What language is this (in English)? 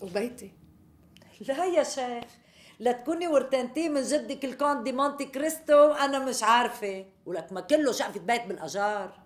North Levantine Arabic